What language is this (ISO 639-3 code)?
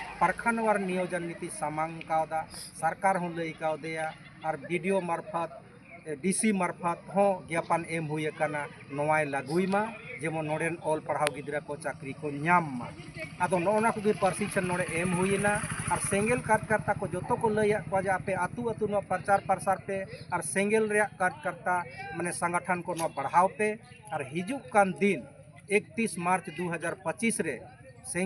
sat